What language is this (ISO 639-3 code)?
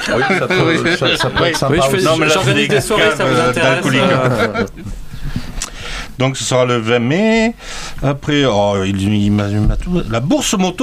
fra